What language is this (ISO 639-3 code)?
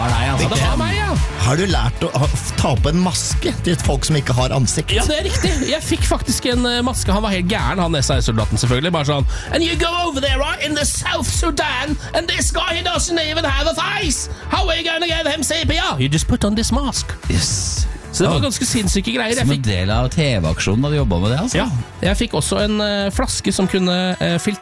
nor